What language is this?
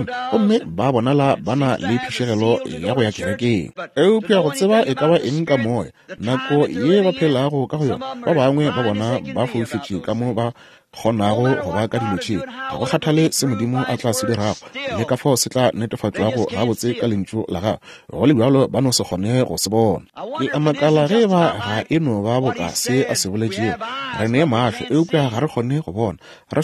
Northern Sotho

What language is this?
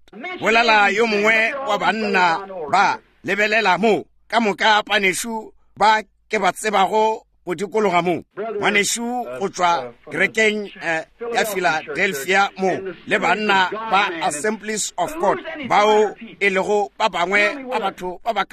Northern Sotho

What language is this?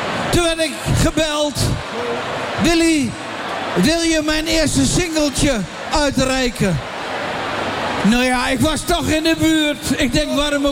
Dutch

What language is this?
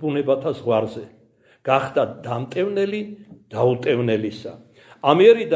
Georgian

